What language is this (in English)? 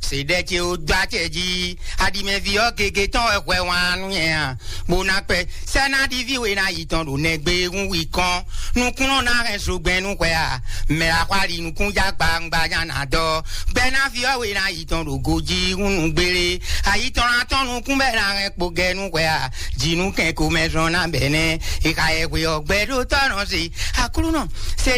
Fon